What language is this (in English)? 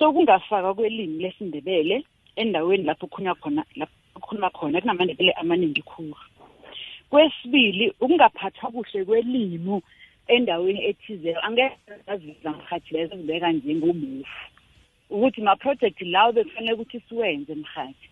South Ndebele